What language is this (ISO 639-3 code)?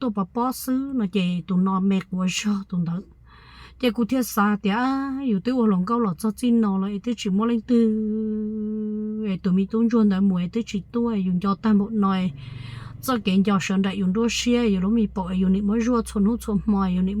hmn